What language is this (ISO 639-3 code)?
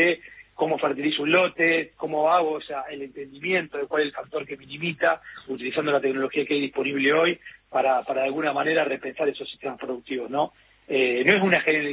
spa